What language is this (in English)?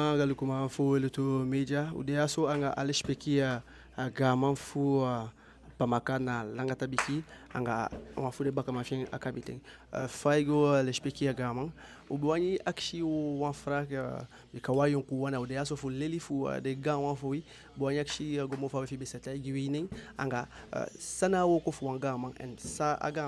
Eastern Maroon Creole